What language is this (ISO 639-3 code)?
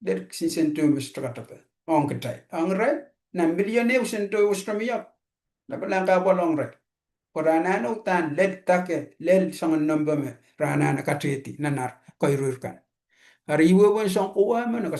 pon